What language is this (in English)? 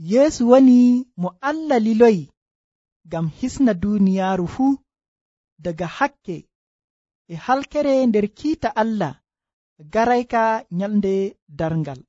Nigerian Fulfulde